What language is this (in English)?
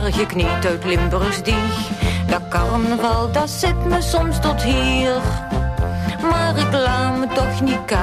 Dutch